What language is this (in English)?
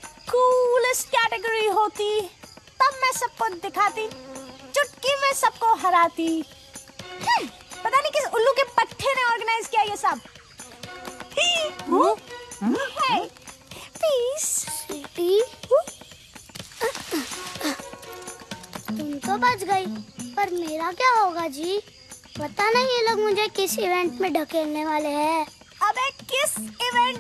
Hindi